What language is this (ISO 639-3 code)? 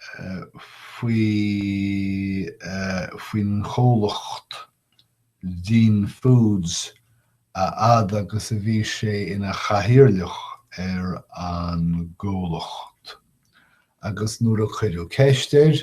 gle